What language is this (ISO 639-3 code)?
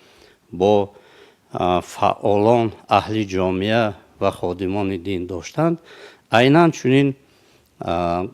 tgk